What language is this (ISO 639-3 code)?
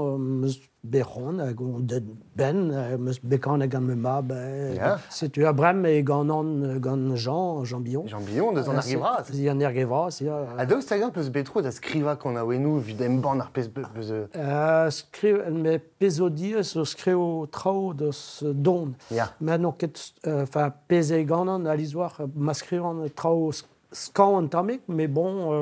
bre